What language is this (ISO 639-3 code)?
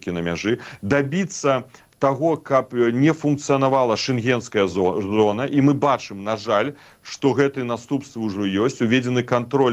bel